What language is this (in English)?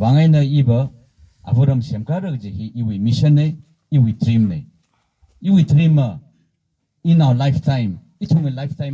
Tangkhul Naga (India)